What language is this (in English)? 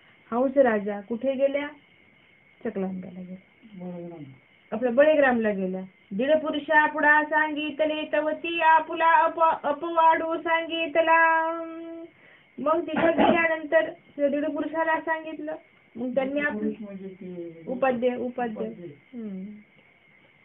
Marathi